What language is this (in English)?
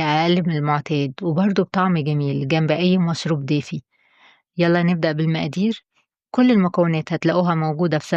Egyptian Arabic